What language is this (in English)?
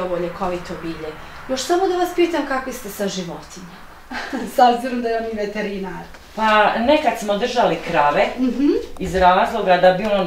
Bosnian